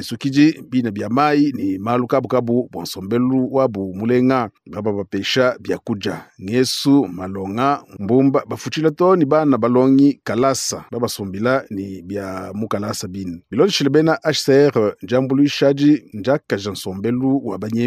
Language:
Luba-Lulua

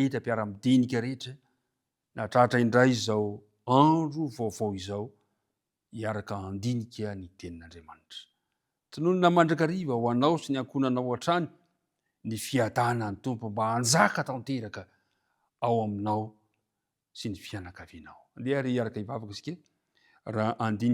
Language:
Malagasy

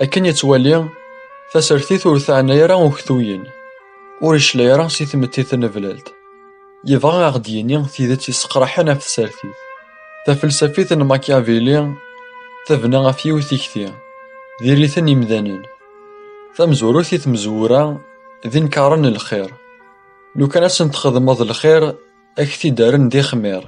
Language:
Kabyle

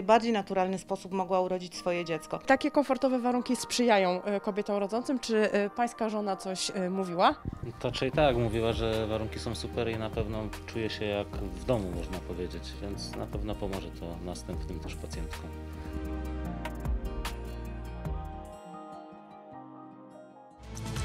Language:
Polish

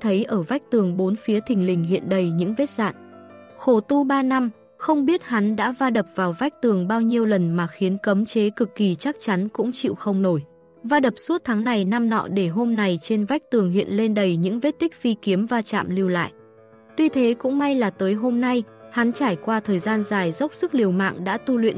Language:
Vietnamese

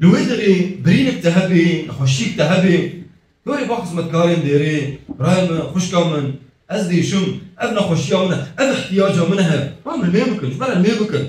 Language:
Kurdish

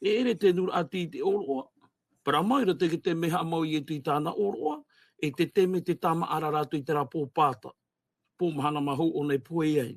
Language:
Tahitian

